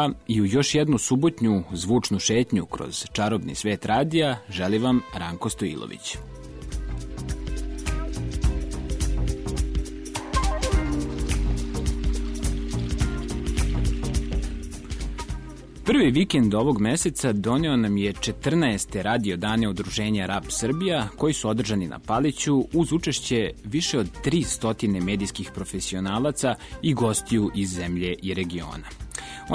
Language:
Serbian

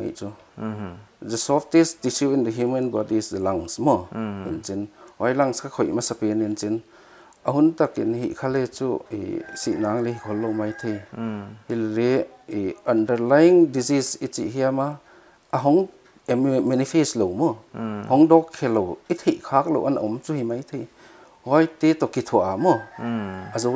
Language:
Paite Chin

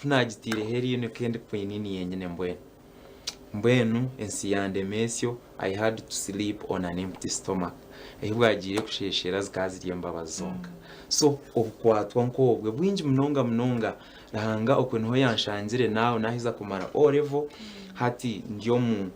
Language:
Nyankole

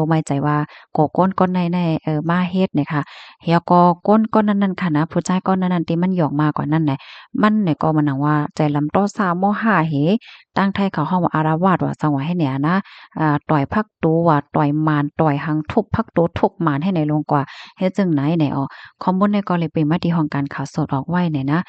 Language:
Shan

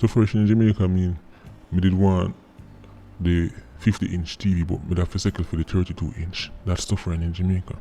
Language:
Jamaican Creole English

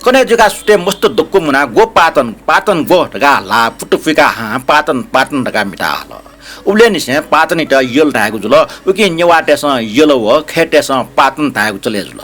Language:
Newari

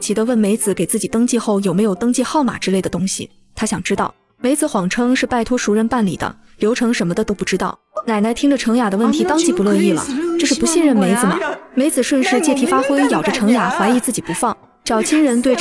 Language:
Chinese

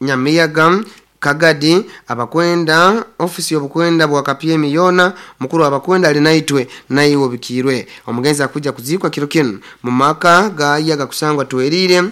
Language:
Nyoro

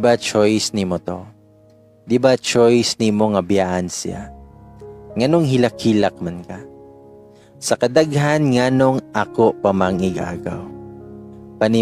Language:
Cebuano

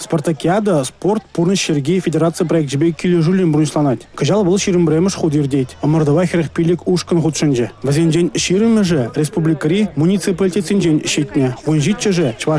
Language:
Chuvash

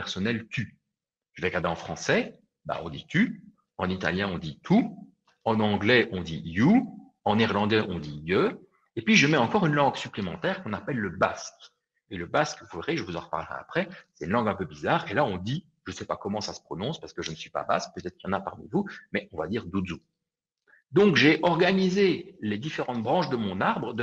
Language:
French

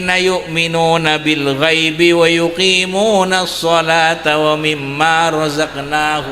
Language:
Madurese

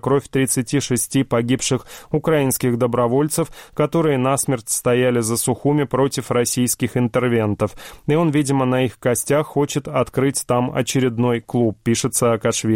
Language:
Russian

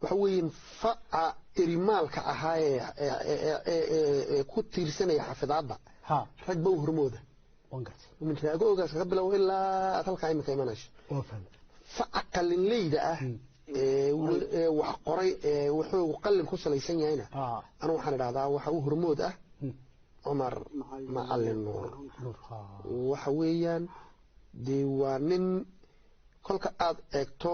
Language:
Somali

